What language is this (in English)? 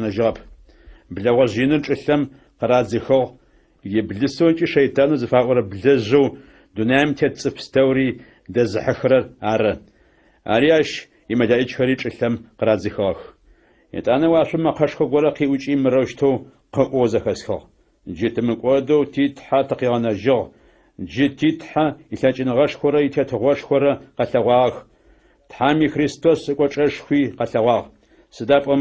Adyghe